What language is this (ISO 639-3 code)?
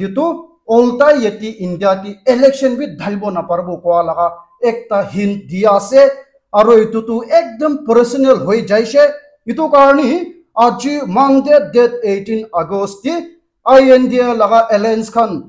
nag